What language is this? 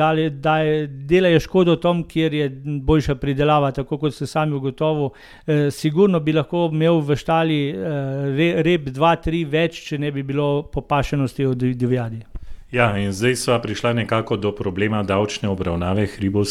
Slovenian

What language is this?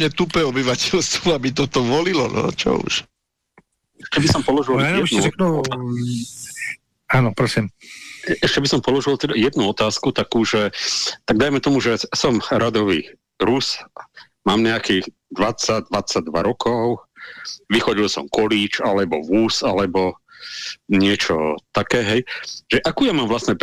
Slovak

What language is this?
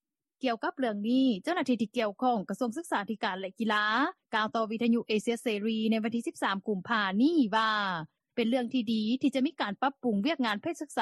Lao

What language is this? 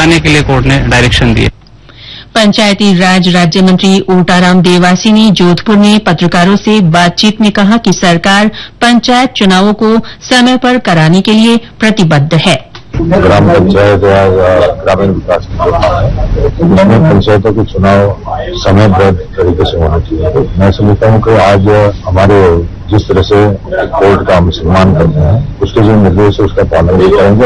Hindi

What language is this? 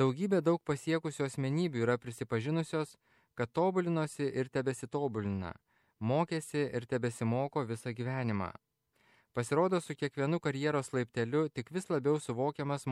Lithuanian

